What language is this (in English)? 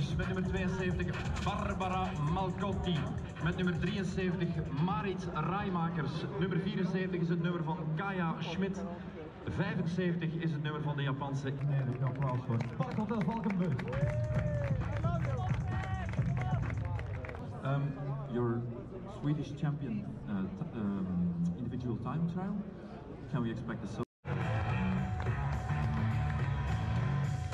Dutch